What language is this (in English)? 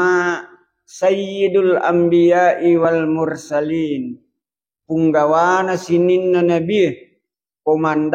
Buginese